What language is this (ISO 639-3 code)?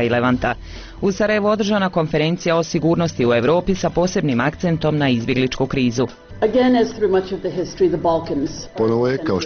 bos